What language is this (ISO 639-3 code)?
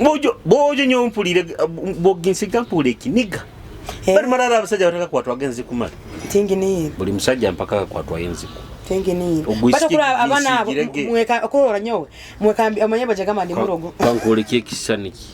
nyo